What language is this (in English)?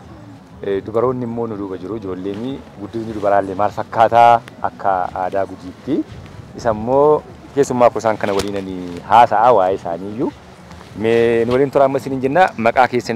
Oromo